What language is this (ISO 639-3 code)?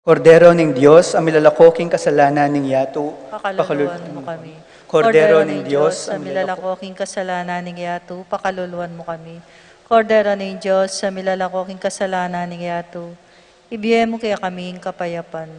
pam